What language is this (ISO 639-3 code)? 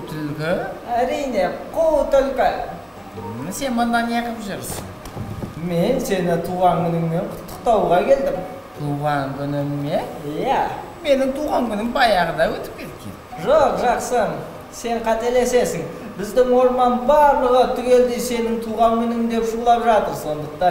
kaz